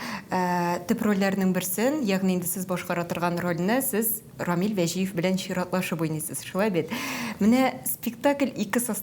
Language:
Tatar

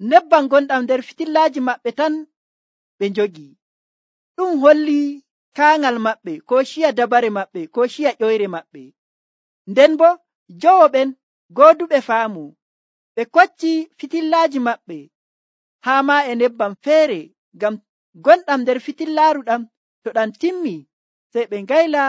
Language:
Nigerian Fulfulde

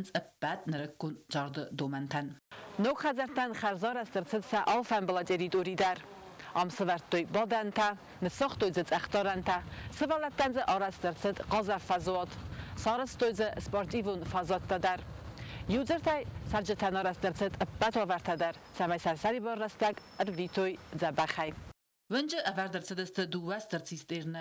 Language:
Ossetic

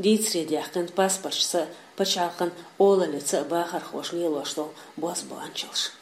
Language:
Chechen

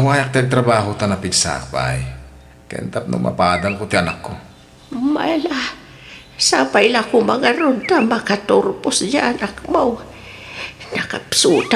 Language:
Iloko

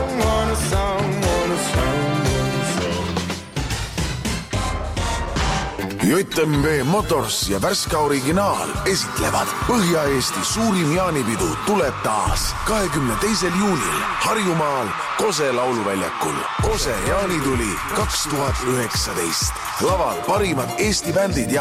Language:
Estonian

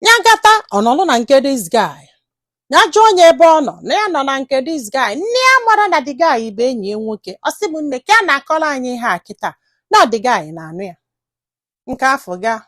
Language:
Igbo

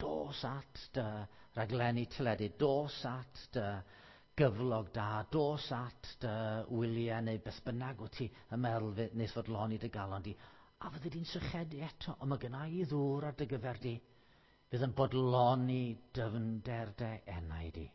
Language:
Welsh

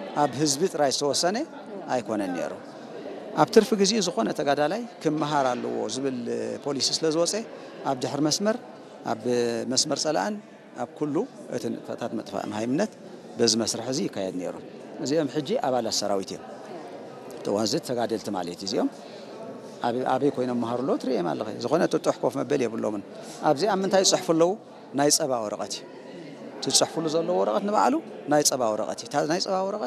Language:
Tigrinya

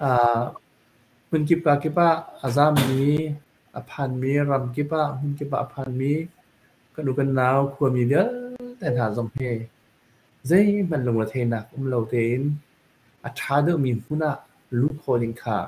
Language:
Hakha Chin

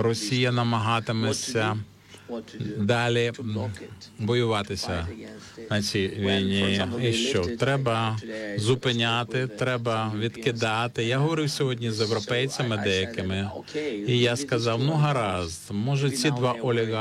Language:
Ukrainian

